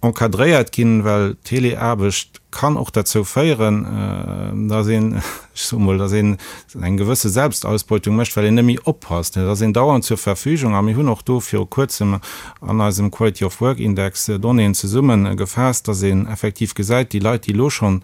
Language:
Luxembourgish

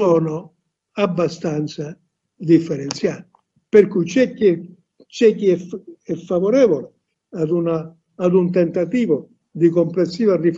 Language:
Italian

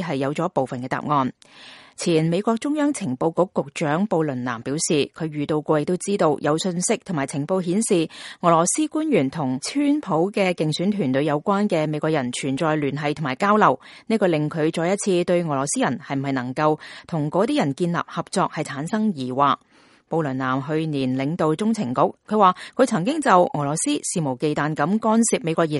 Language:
Cantonese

